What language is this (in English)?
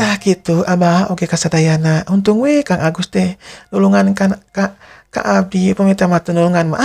Sundanese